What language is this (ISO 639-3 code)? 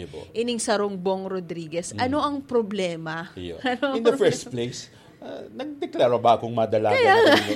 bik